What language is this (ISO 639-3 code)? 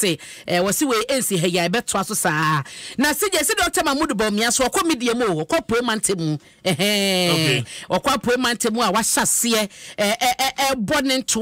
aka